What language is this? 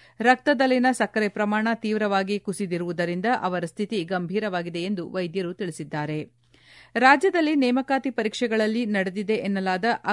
Kannada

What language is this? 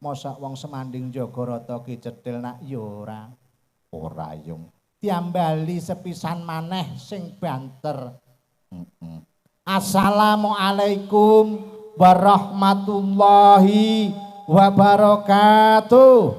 Javanese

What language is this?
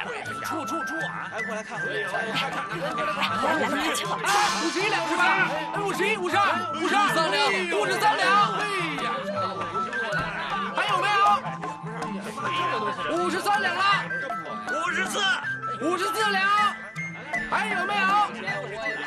Chinese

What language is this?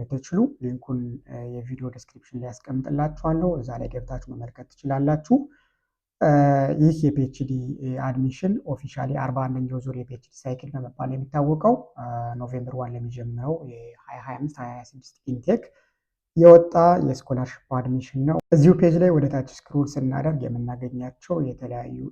Amharic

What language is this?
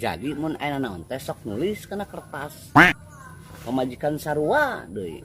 Sundanese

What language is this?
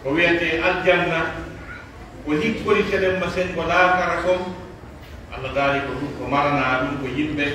Pular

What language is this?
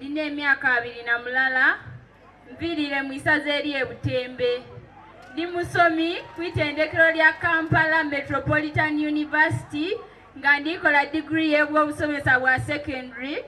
Soga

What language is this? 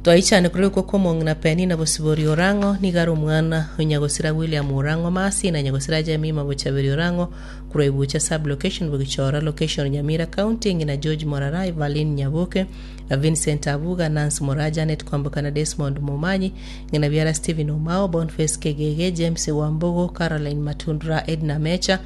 Gusii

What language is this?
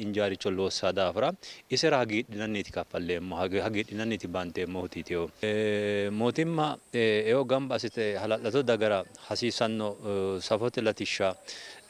Sidamo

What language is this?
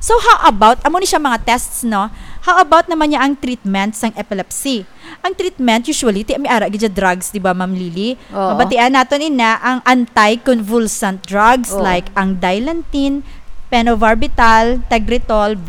Hiligaynon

